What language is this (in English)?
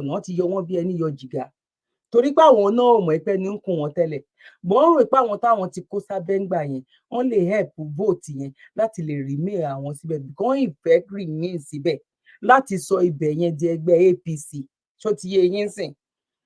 Yoruba